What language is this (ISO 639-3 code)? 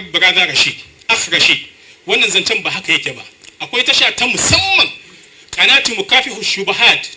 hau